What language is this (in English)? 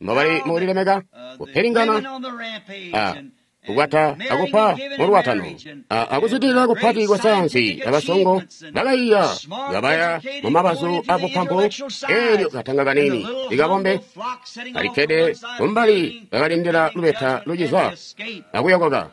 Tonga (Zambia)